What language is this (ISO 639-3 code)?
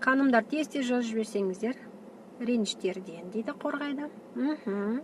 kaz